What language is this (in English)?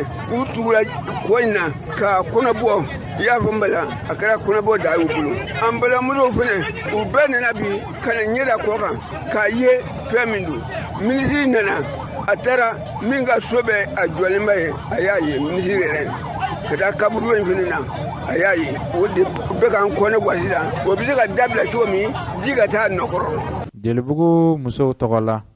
Bambara